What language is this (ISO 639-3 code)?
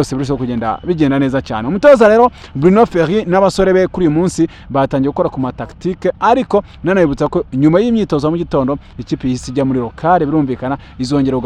kin